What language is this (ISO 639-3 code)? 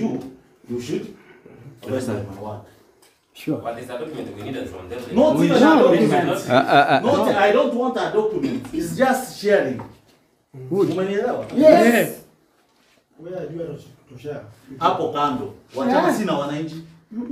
guz